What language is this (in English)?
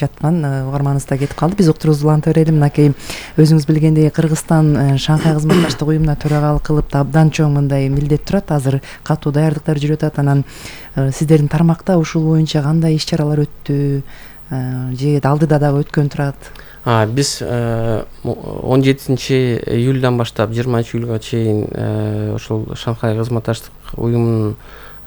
Kyrgyz